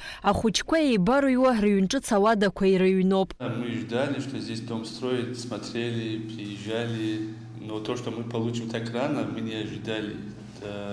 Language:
Abkhazian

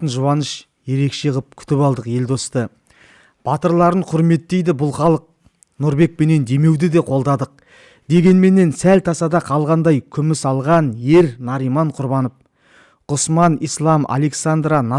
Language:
Kazakh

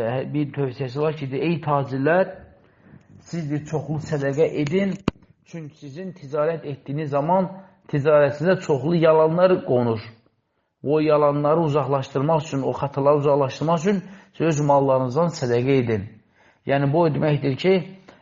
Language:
Azerbaijani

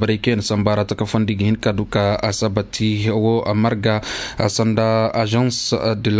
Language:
Koyraboro Senni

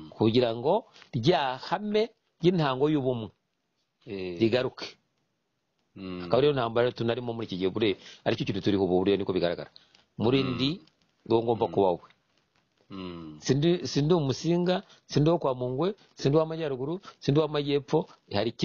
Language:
Kinyarwanda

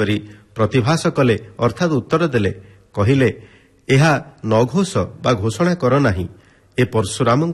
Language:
Odia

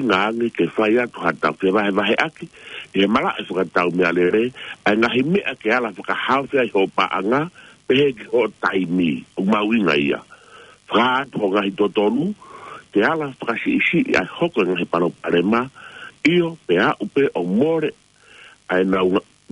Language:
Tongan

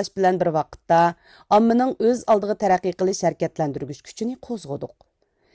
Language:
Uyghur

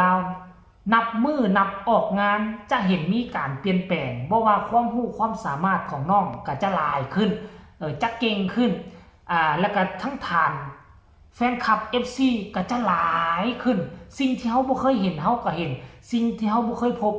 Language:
Northeastern Thai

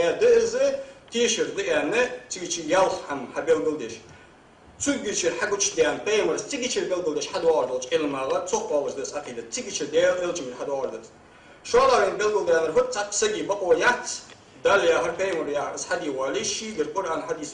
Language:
Ingush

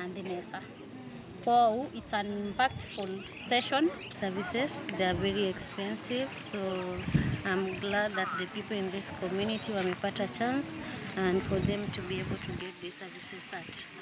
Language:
Kamba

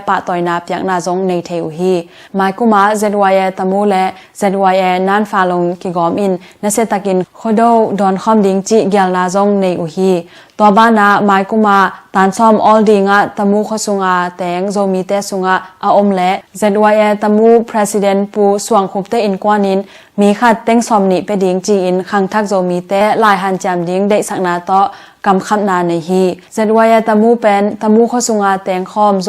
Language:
Tedim Chin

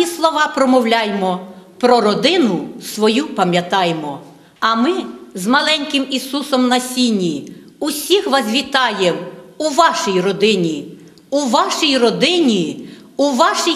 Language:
Ukrainian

